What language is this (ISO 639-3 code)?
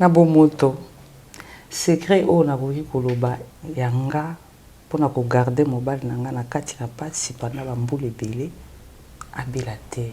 lin